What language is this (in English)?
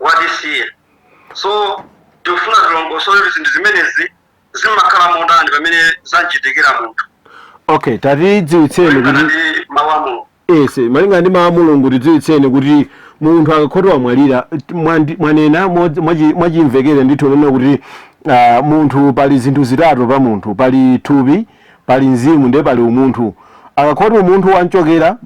Nyanja